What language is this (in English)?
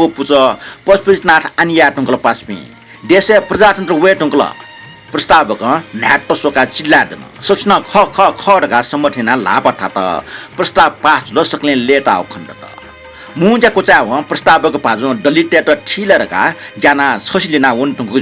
Newari